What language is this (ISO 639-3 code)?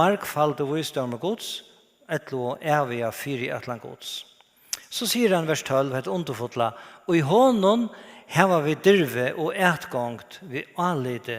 fao